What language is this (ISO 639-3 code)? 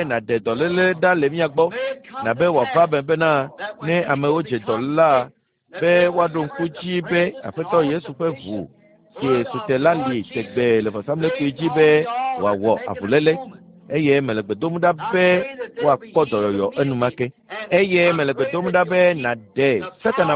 ewe